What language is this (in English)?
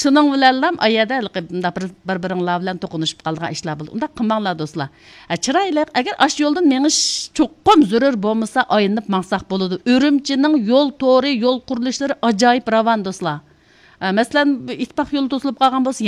Uyghur